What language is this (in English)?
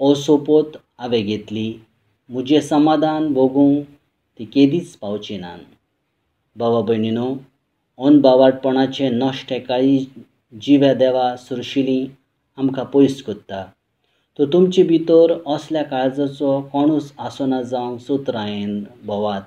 Konkani